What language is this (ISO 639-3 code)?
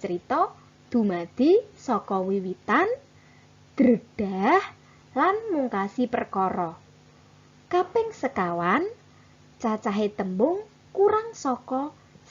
jav